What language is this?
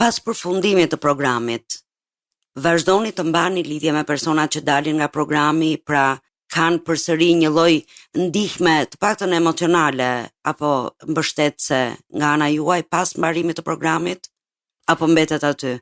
Albanian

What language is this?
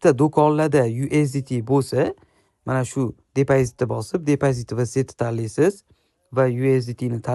Uzbek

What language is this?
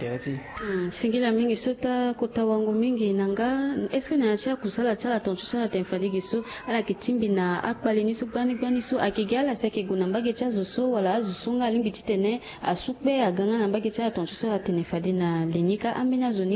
Sango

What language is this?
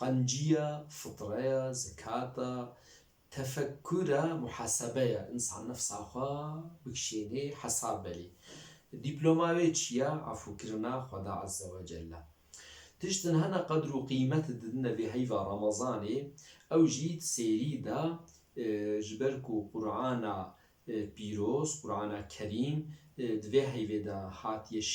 Kurdish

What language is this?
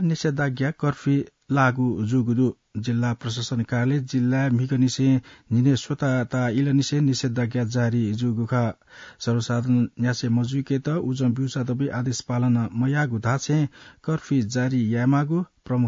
Newari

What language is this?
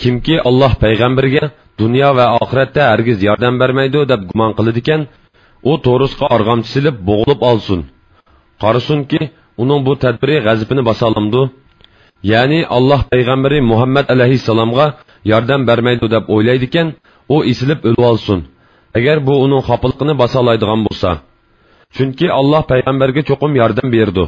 Uyghur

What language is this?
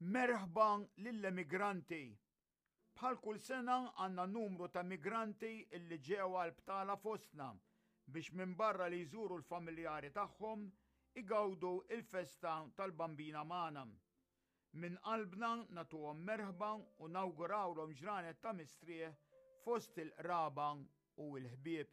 Maltese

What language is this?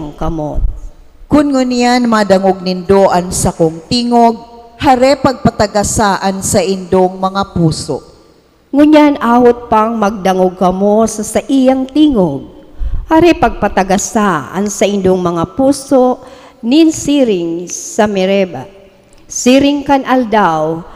Bikol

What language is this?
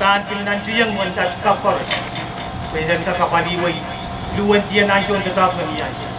Pohnpeian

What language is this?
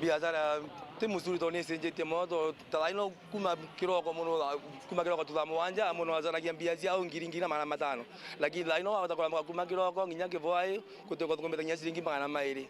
Meru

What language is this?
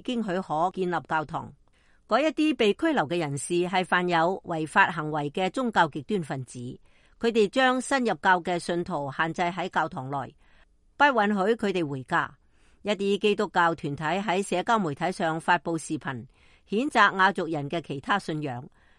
Cantonese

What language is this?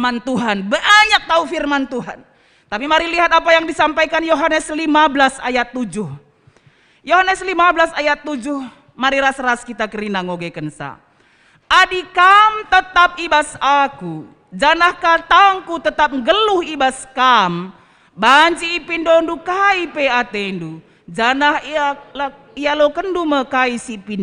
Batak Karo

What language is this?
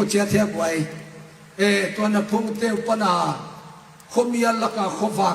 Tedim Chin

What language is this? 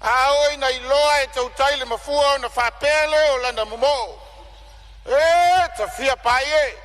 Samoan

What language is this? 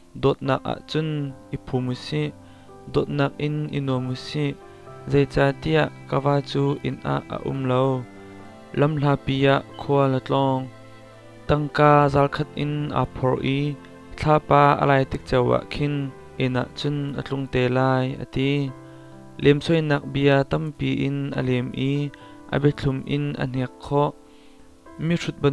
Hakha Chin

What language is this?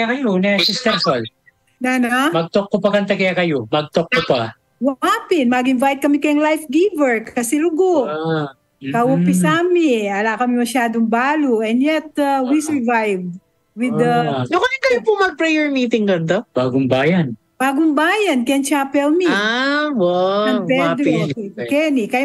Pampanga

